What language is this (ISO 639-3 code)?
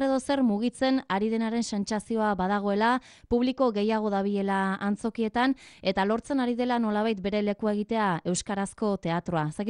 eus